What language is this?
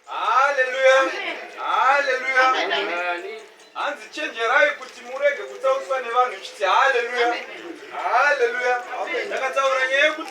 Shona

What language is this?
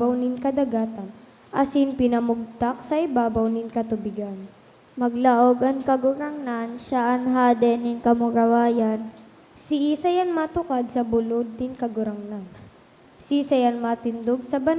Bikol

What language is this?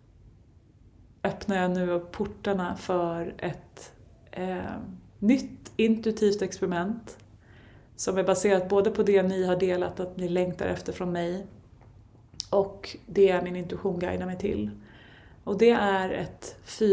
Swedish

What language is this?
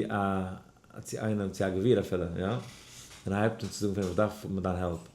Yiddish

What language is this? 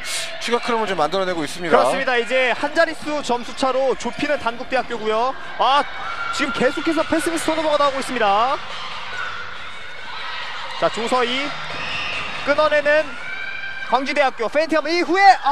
Korean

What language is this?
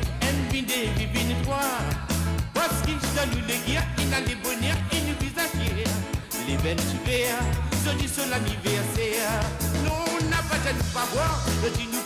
Morisyen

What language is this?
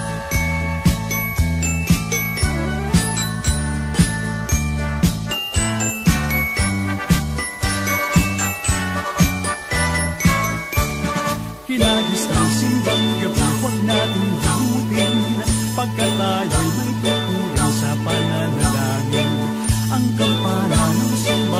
Filipino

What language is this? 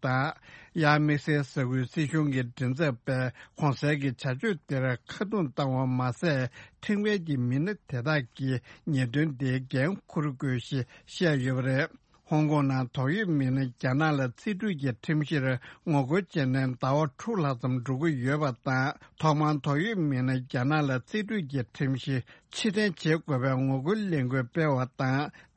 Tibetan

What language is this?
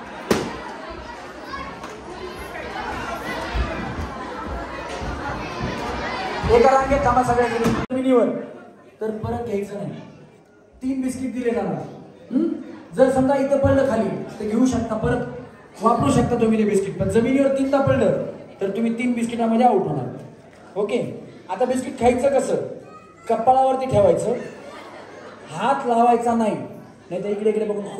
Marathi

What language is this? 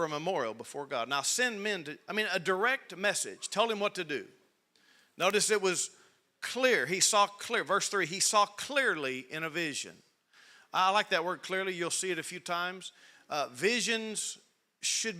English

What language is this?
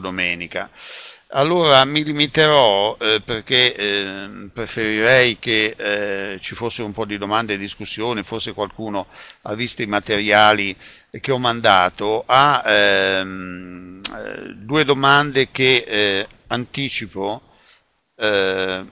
Italian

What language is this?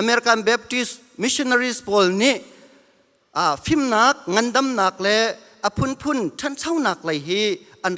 Hakha Chin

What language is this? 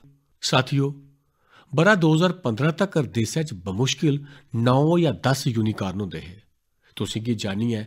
Dogri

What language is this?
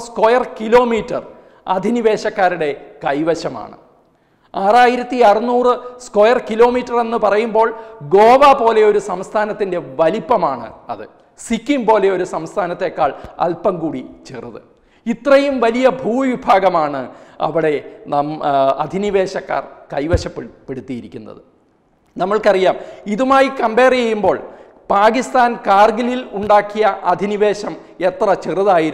Malayalam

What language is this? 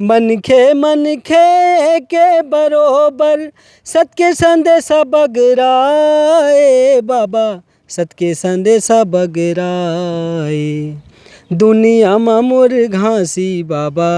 Chhattisgarhi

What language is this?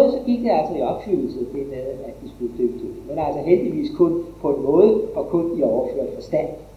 Danish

